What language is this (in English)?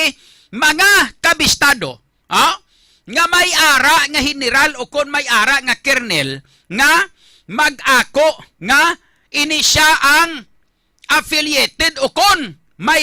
Hiligaynon